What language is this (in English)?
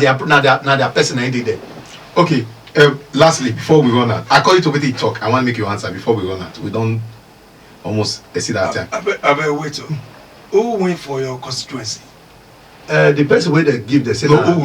Nigerian Pidgin